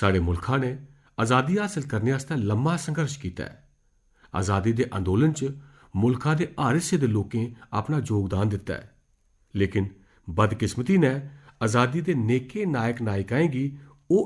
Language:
Dogri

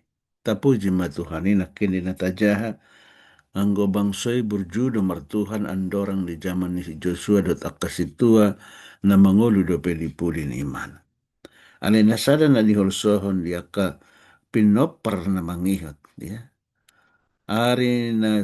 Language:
Batak Toba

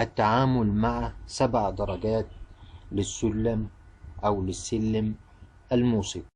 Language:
Egyptian Arabic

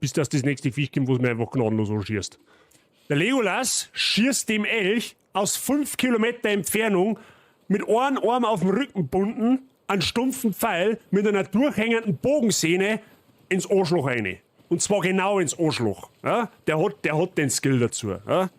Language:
Bavarian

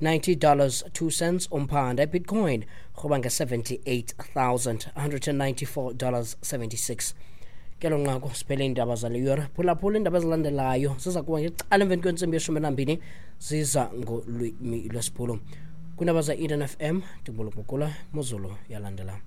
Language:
Xhosa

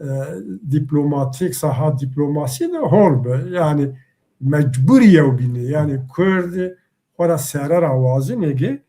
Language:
Zaza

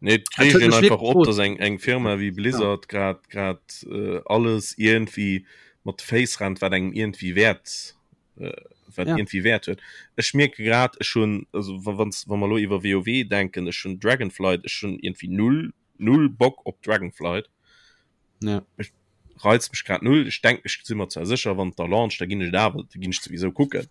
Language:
Luxembourgish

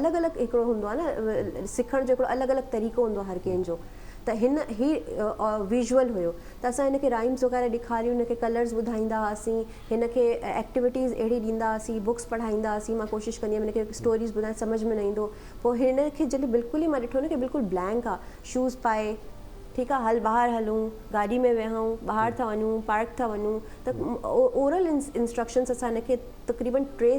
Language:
Sindhi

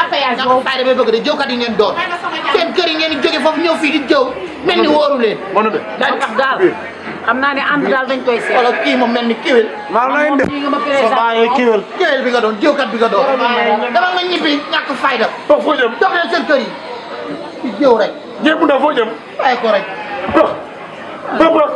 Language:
Wolof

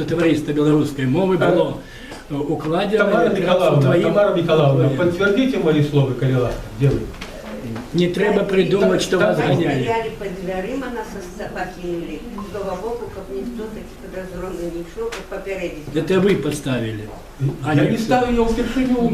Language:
Belarusian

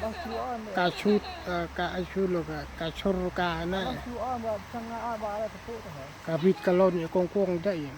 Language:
Central Mnong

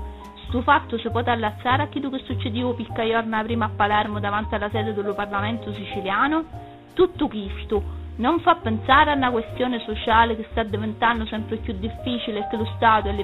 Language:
Sicilian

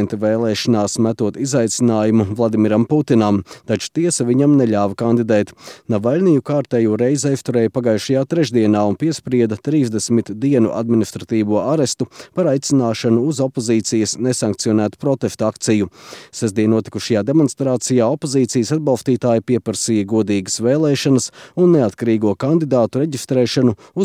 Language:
Latvian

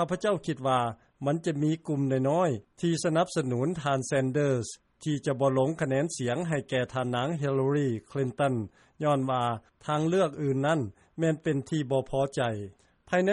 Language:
Lao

